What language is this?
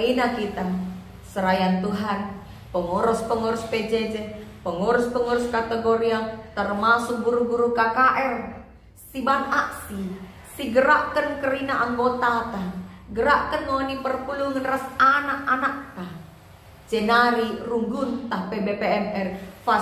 Batak Karo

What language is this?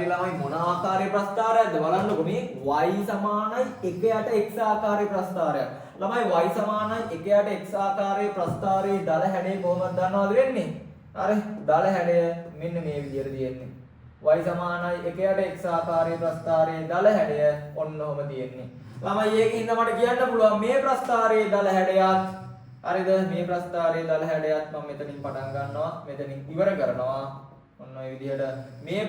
Sinhala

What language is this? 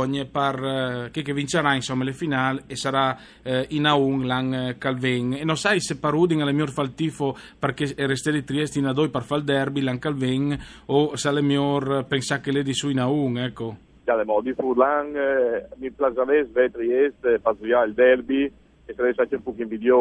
Friulian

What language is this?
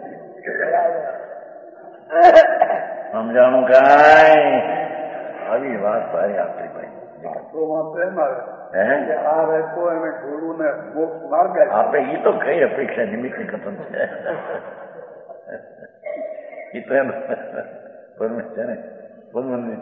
Gujarati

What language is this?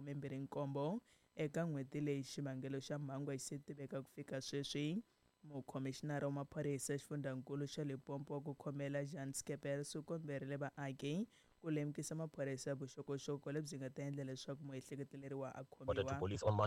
Tsonga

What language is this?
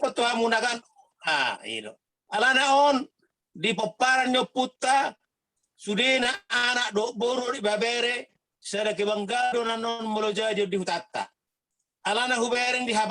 Batak Toba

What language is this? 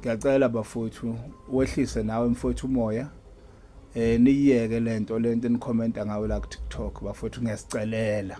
Zulu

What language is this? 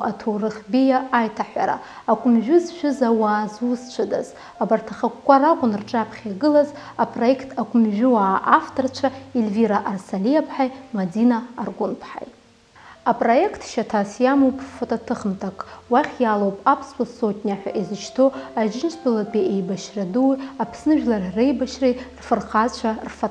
Abkhazian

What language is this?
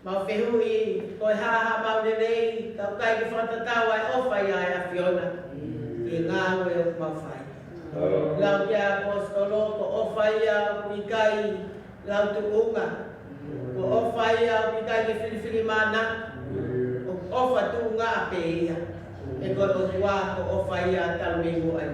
Tongan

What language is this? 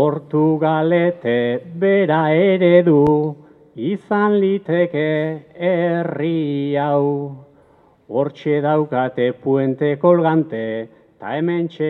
Basque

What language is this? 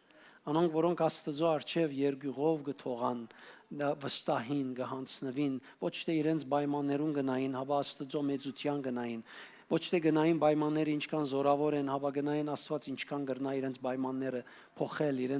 Western Armenian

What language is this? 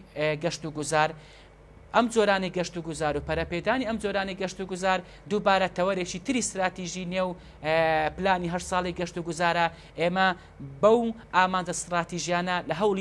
Central Kurdish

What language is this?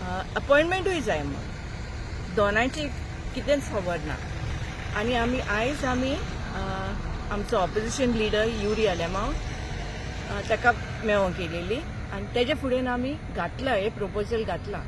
Konkani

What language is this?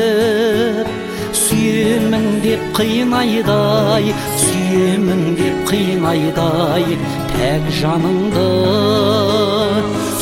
Kazakh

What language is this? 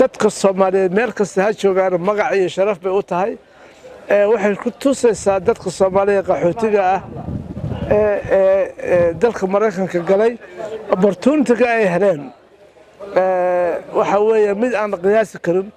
Somali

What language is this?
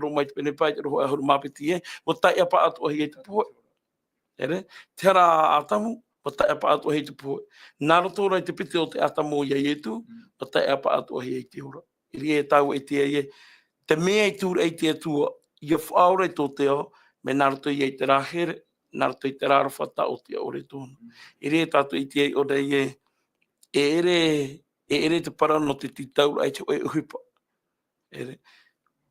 Tahitian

